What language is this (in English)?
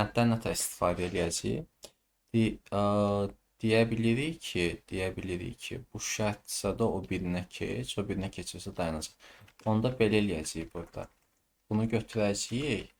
Azerbaijani